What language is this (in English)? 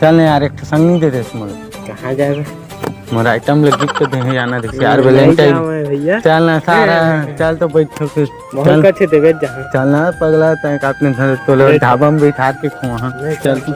Chhattisgarhi